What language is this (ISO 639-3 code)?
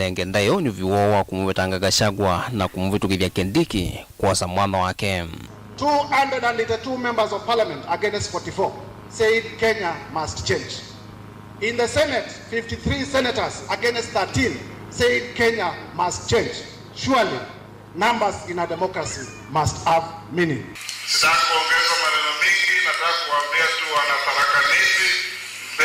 kam